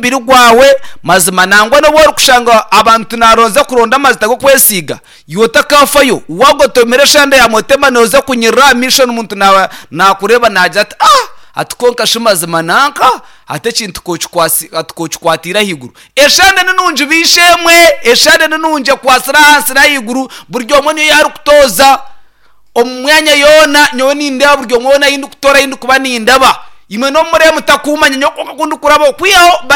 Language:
Nyankole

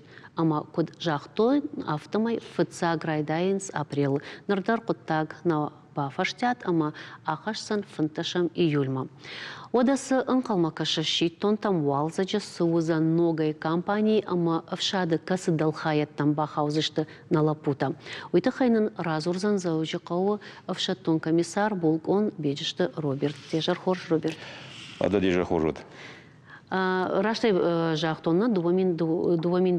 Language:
Ossetic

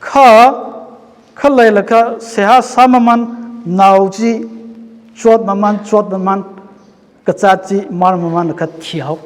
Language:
Tangkhul Naga (India)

